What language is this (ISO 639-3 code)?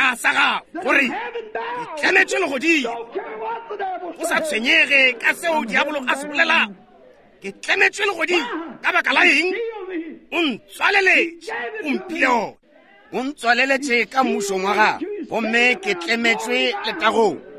nso